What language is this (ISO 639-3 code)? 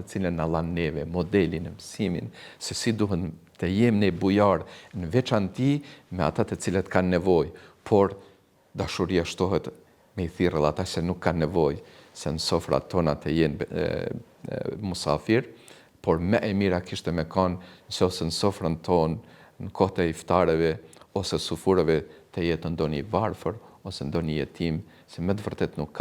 sqi